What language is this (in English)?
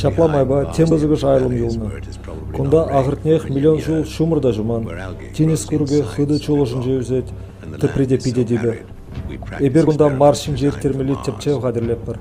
Chuvash